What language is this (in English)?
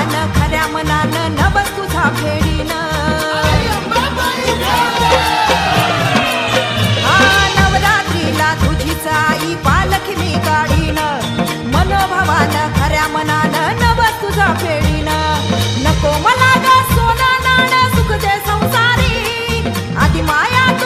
Marathi